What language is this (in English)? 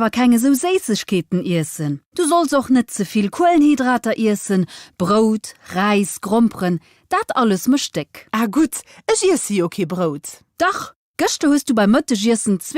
Luxembourgish